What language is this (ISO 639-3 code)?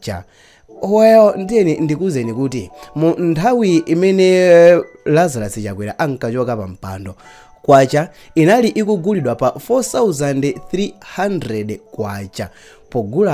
nya